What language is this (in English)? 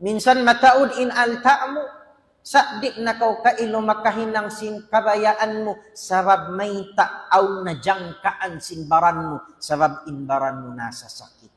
Tausug